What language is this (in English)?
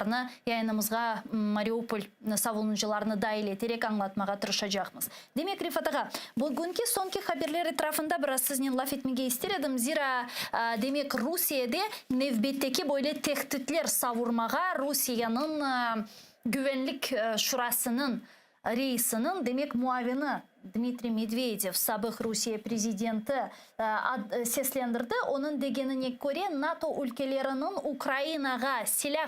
Crimean Tatar